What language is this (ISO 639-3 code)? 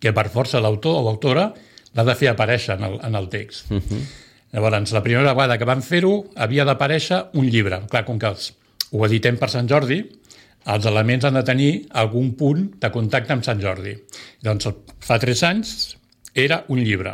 cat